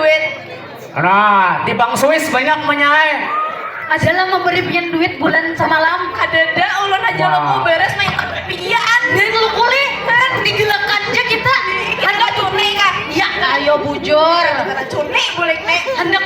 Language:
Banjar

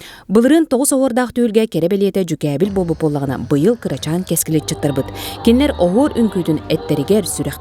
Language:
Yakut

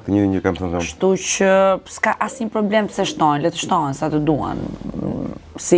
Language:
Albanian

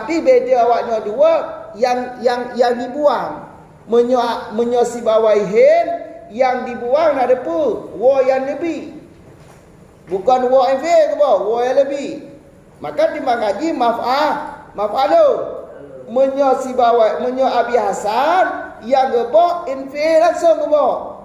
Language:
Achinese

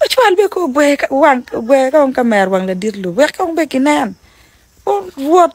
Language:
Acoli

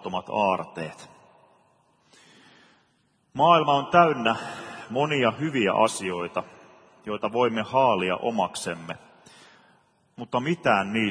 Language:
Finnish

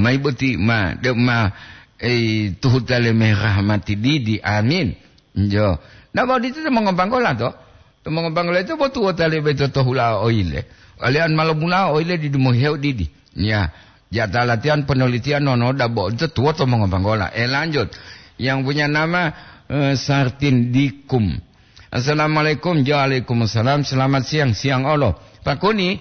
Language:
Gorontalo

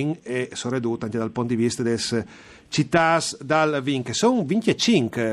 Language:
Friulian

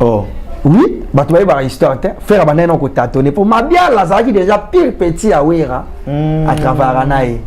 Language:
Lingala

